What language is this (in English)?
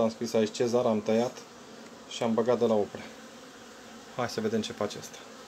Romanian